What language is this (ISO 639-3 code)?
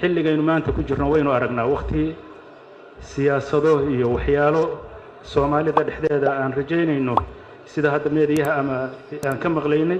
som